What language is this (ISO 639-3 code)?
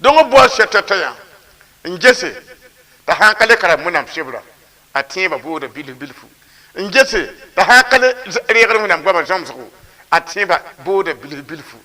mos